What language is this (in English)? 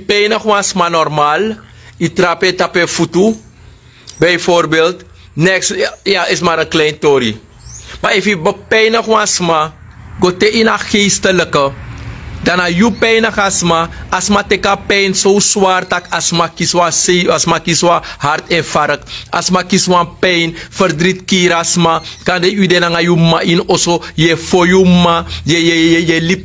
Sranan Tongo